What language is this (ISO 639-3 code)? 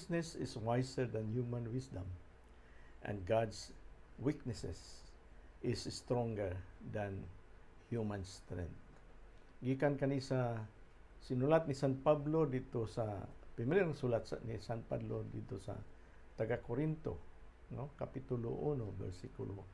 ceb